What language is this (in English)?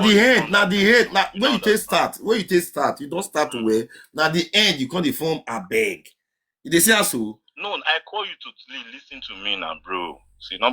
Nigerian Pidgin